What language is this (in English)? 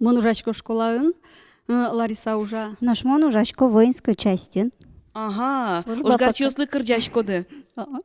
Udmurt